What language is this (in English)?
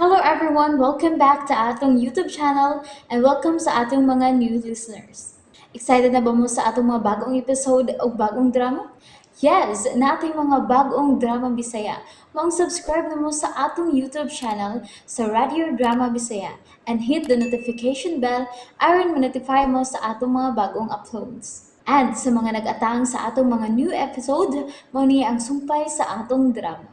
Cebuano